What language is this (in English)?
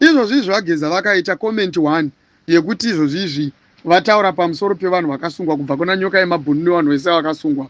Shona